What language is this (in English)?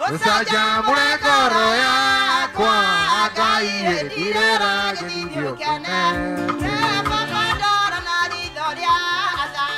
Kikuyu